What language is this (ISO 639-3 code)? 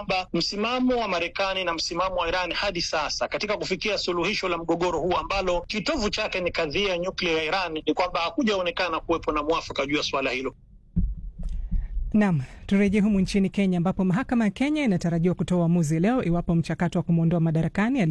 swa